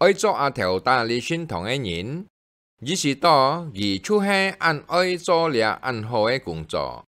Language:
Hakka Chinese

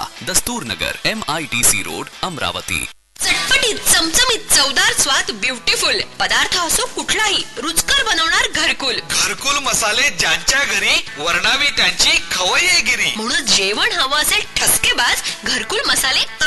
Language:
Marathi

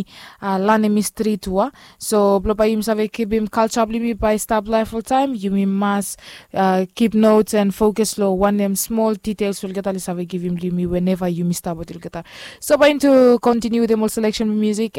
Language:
Bislama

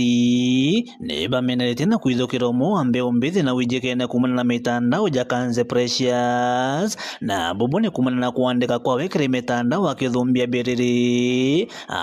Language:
Meru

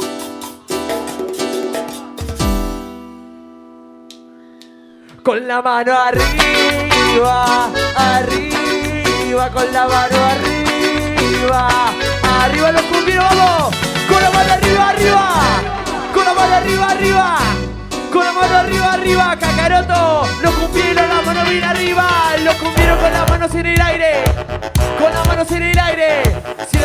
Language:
Spanish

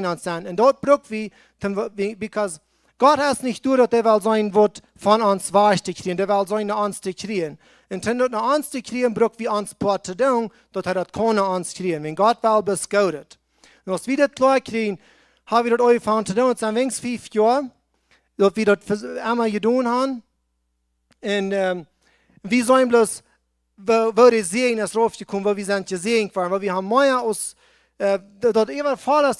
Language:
Plautdietsch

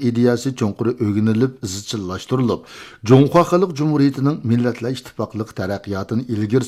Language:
Uyghur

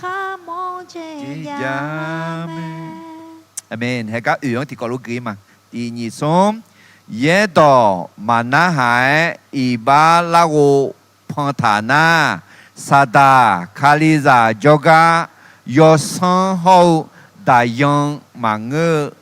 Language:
Akha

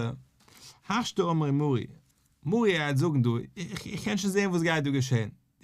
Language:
Yiddish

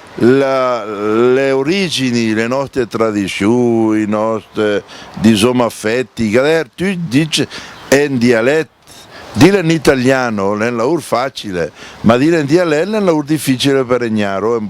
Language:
Lombard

